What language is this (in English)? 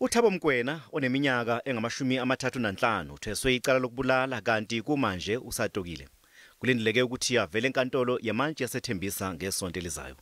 Zulu